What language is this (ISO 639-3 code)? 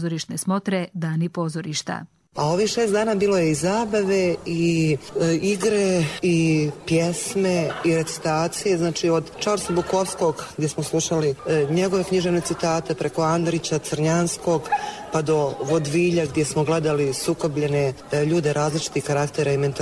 hrv